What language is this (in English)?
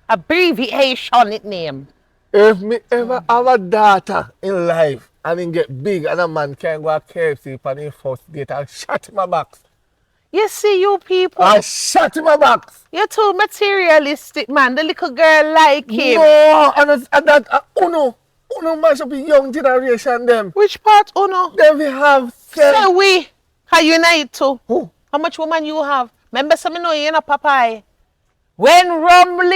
Jamaican Creole English